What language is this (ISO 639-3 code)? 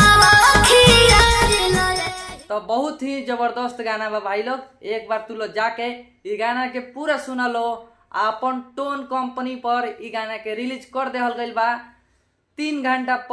bho